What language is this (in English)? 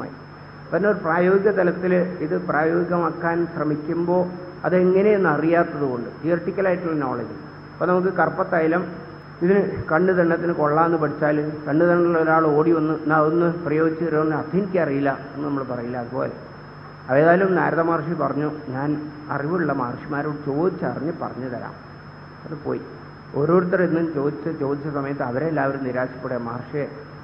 Malayalam